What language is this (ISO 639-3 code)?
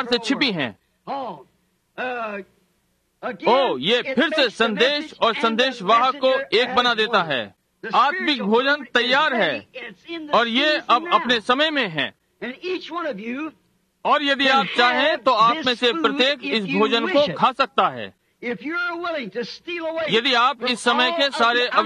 hin